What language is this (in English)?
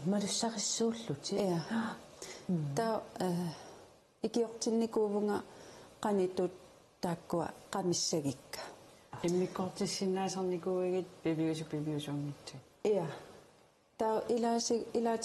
Kalaallisut